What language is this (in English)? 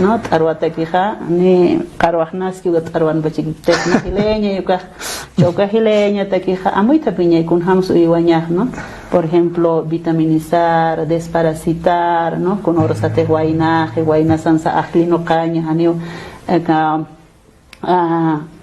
Aymara